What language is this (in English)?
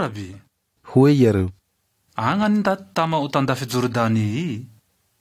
Malagasy